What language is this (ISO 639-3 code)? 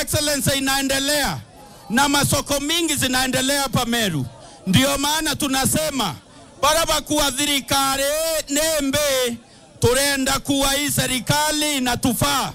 mer